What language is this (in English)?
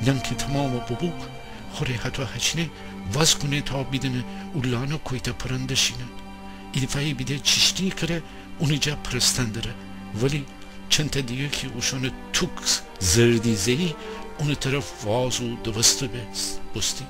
Gilaki